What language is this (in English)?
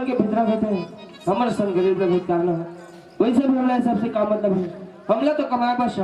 Chhattisgarhi